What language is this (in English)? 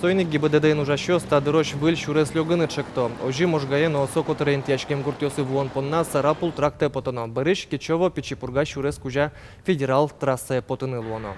Udmurt